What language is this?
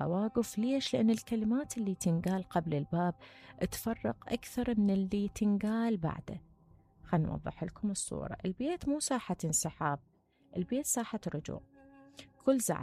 Mesopotamian Arabic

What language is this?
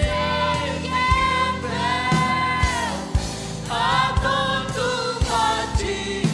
Tedim Chin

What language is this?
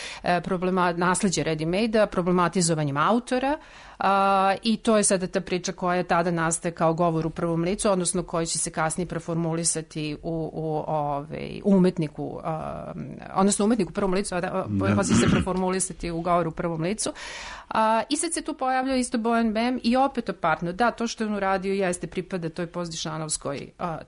Serbian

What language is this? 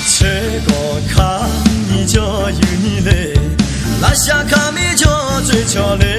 Akha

